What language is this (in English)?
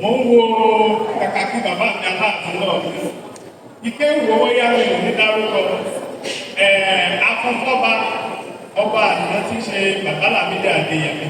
Yoruba